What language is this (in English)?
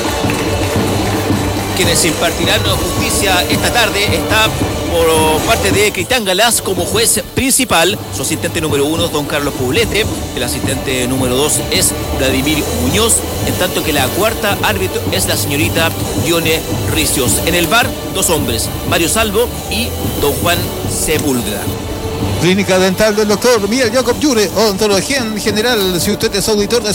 Spanish